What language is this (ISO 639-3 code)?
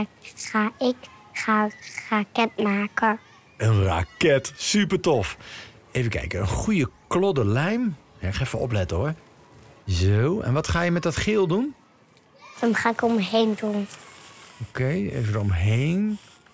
nld